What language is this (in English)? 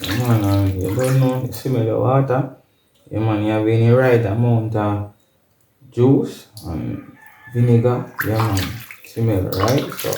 Jamaican Creole English